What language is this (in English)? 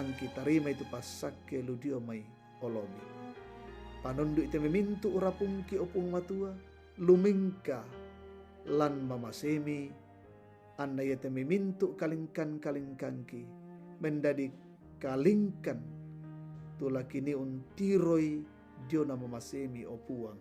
Toraja-Sa'dan